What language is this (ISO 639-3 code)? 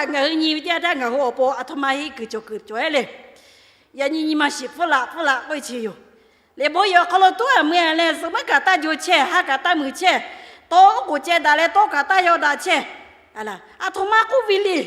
lhu